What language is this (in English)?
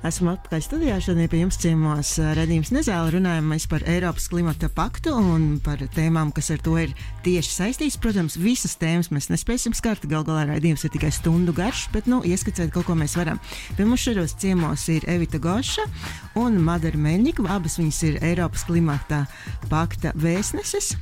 Latvian